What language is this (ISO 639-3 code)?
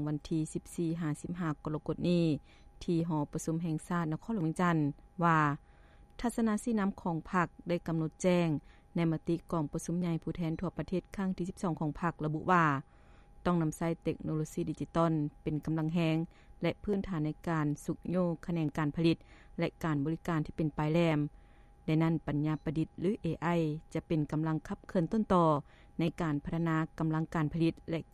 lao